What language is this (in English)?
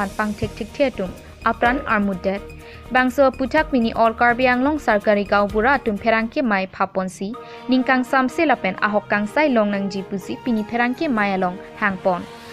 Karbi